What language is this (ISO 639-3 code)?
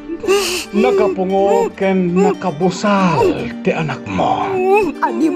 ilo